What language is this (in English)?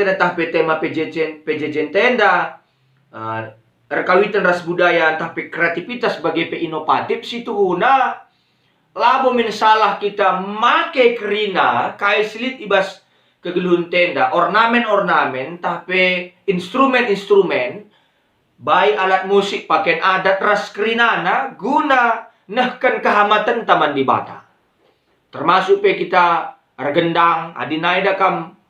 Batak Karo